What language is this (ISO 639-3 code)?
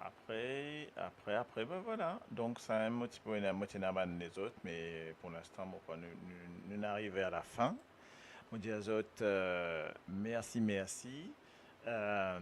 mfe